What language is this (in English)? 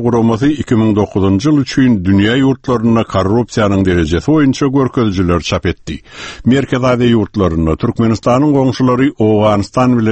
Turkmen